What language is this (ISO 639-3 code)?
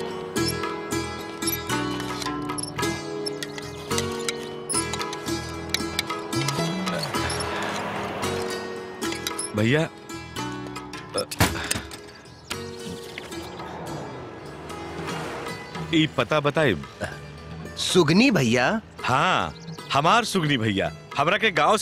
bho